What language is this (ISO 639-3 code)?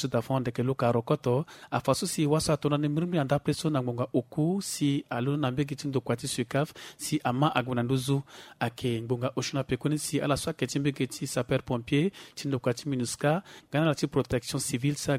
sag